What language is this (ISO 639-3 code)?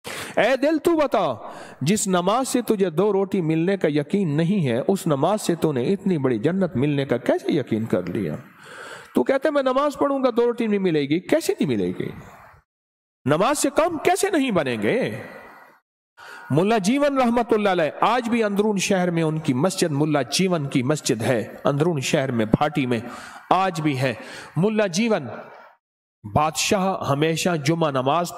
urd